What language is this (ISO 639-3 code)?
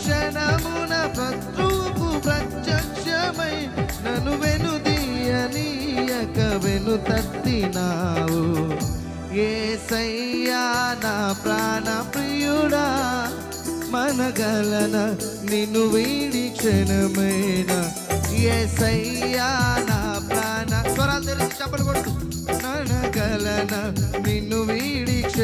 tel